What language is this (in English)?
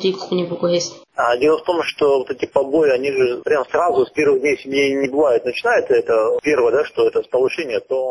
Avaric